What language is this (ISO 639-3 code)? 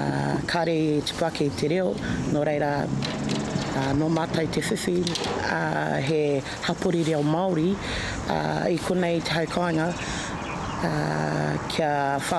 mri